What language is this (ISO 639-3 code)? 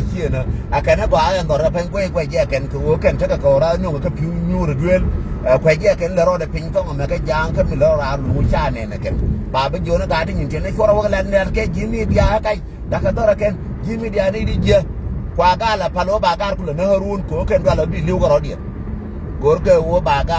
nus